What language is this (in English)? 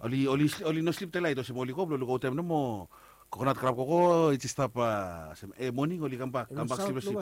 Bislama